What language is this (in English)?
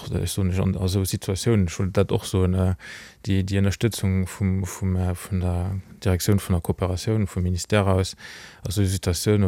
Luxembourgish